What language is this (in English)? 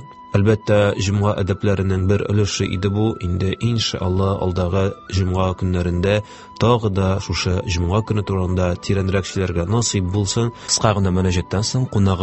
Tatar